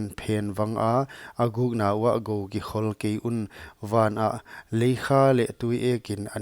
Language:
Paite Chin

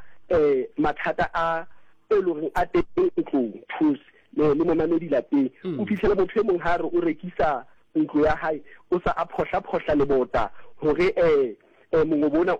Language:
Southern Sotho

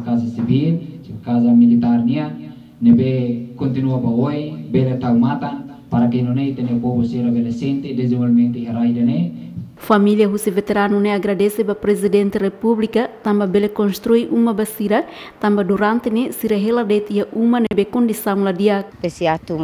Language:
Tetum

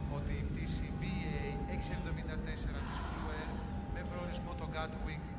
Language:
Greek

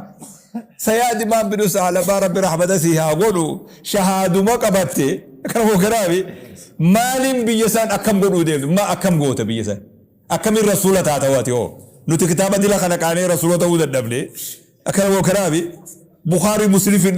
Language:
Oromo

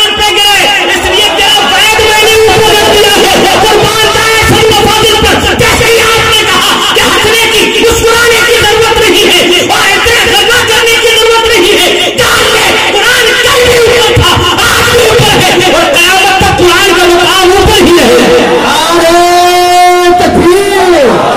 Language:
Urdu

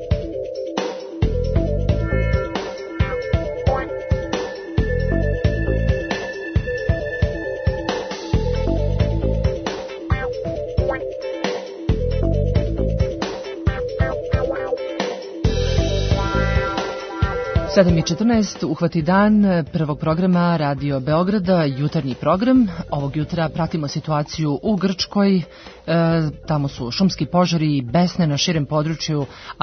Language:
Serbian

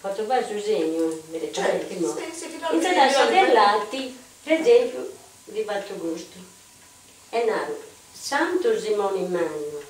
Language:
Sardinian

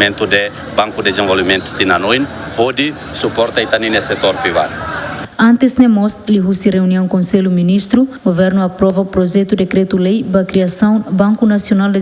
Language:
Tetum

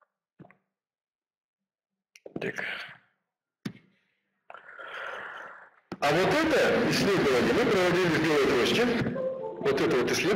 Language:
Russian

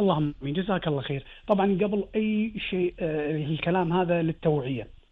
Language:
Gulf Arabic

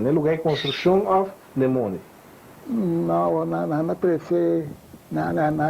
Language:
Papiamento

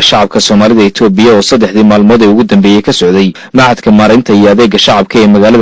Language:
Somali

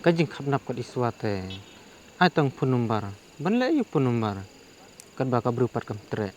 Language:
Khasi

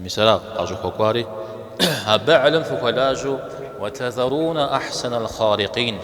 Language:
Kabardian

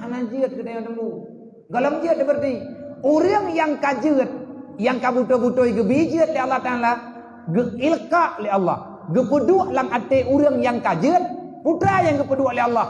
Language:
Achinese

